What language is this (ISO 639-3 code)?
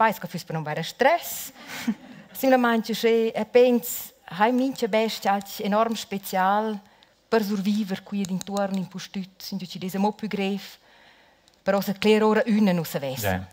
roh